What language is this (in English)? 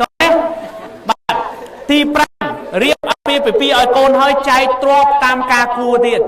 Khmer